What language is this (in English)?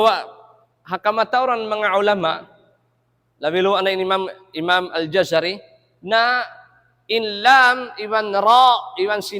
Tausug